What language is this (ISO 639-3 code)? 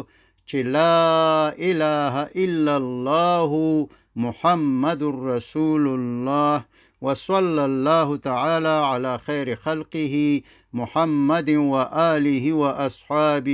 pus